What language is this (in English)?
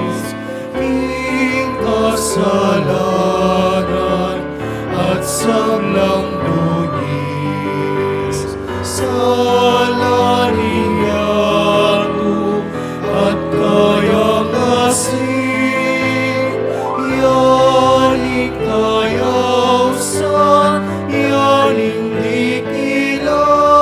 Pampanga